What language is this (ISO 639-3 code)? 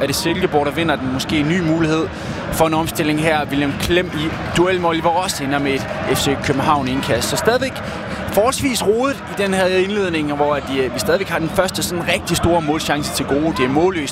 dan